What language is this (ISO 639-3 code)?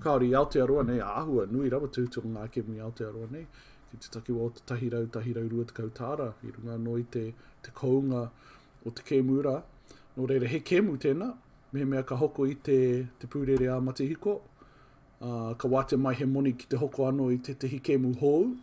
mri